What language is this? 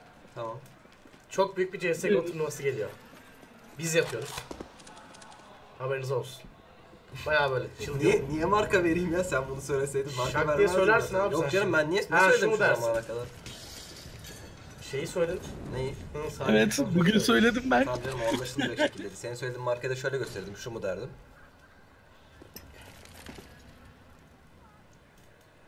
Turkish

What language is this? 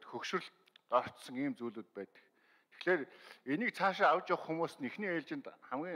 Mongolian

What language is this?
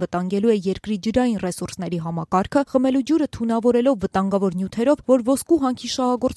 Armenian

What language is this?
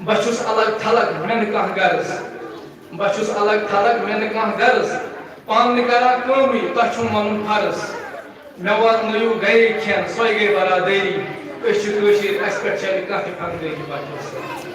Kashmiri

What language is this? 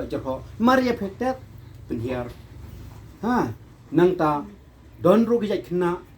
Khasi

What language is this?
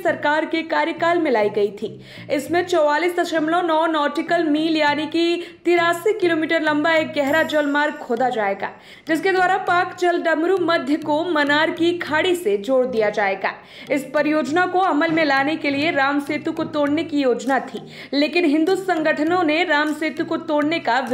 Hindi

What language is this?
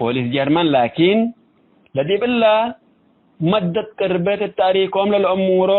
Tigre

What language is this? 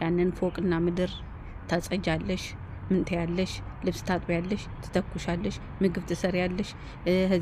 Amharic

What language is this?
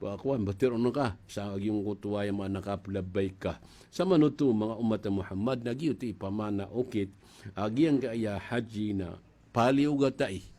Maranao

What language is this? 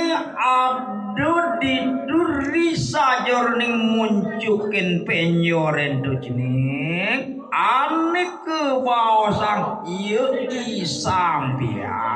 Balinese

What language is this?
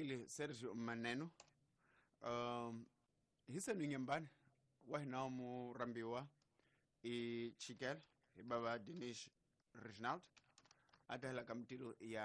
Tsonga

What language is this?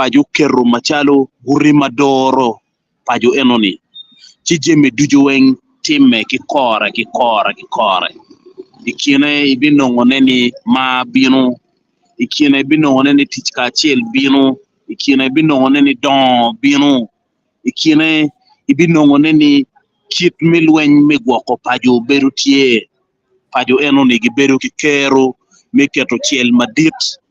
Acoli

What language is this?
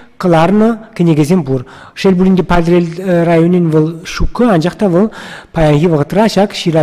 Chuvash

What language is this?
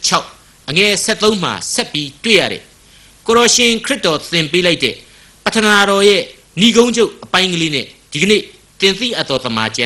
Burmese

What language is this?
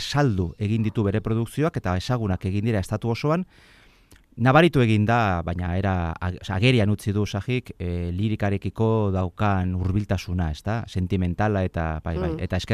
Basque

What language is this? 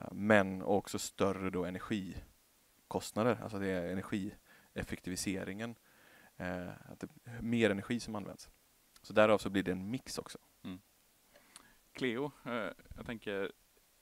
Swedish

